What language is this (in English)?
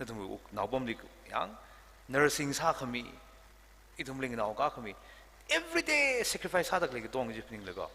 Tangkhul Naga (India)